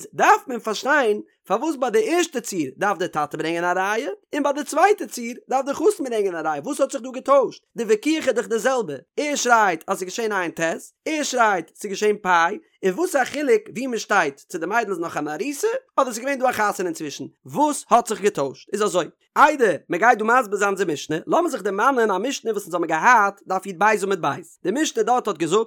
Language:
Yiddish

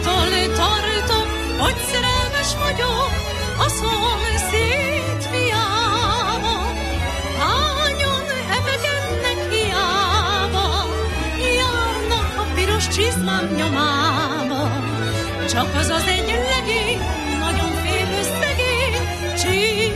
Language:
Hungarian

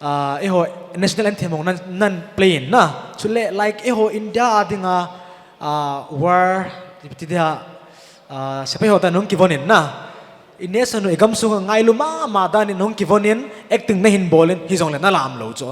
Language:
Paite Chin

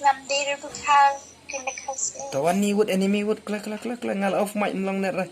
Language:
Khasi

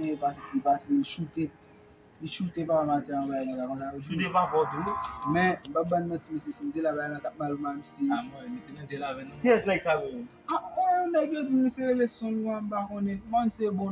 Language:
Haitian Creole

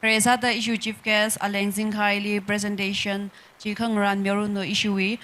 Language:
Tangkhul Naga (India)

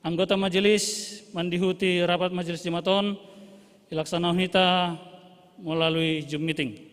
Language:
Batak Simalungun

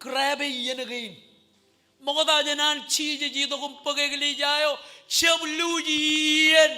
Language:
Marshallese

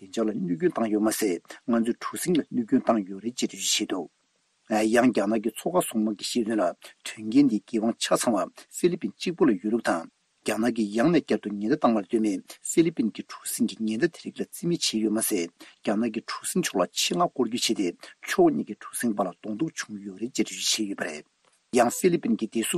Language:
Tibetan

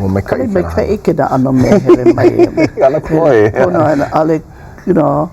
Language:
Hawaiian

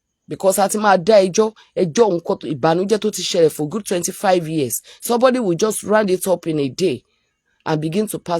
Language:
Yoruba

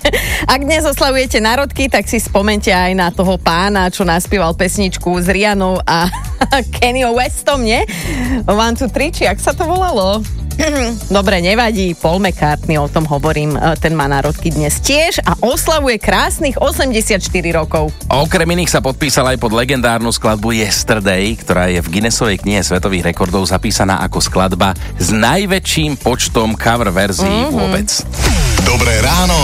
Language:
Slovak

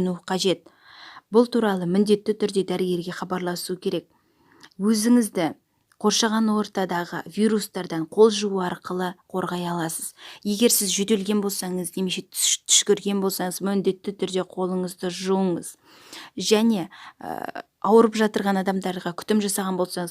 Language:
Kazakh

